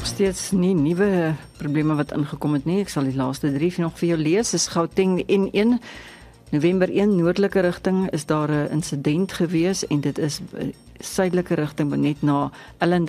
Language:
Afrikaans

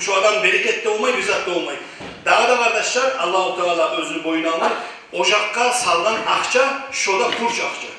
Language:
Kumyk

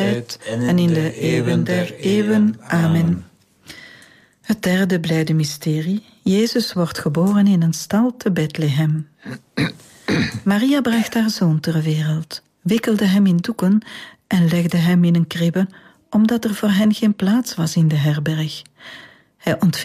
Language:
Dutch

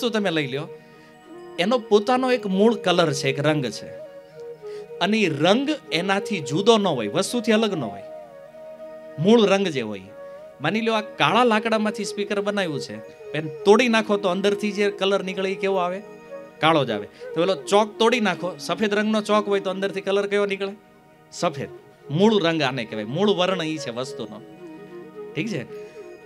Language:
Gujarati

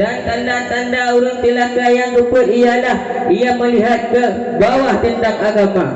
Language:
Achinese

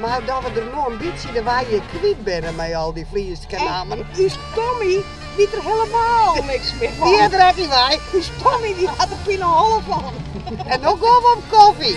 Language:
Western Frisian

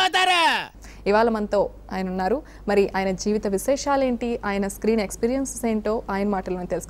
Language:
Telugu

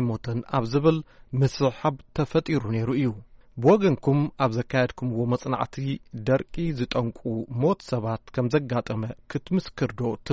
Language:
Tigrinya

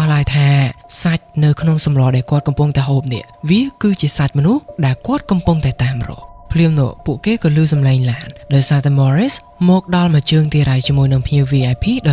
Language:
Khmer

